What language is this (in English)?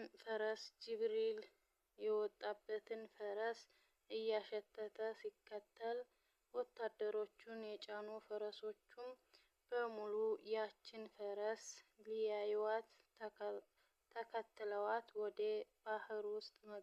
Amharic